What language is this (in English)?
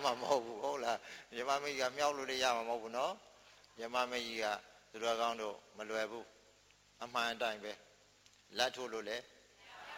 Burmese